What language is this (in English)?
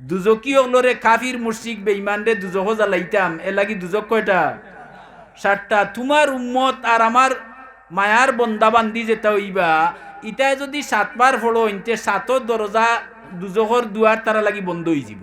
Sylheti